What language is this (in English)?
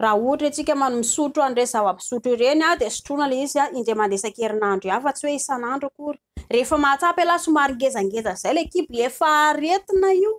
Malagasy